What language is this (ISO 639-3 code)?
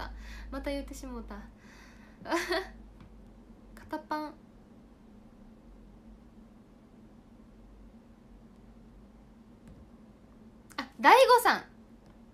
jpn